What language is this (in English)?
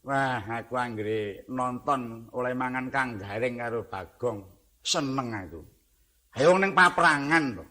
Javanese